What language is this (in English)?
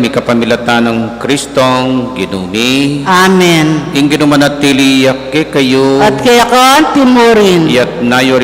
Pampanga